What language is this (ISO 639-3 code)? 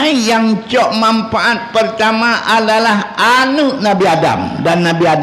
ace